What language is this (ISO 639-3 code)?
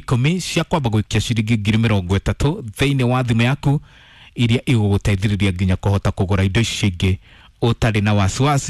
kik